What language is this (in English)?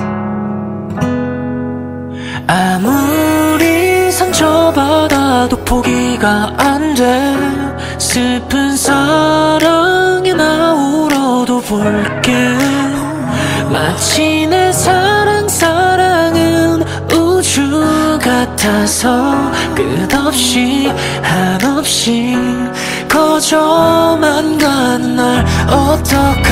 Korean